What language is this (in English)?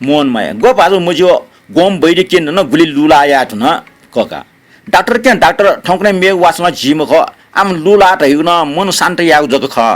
Newari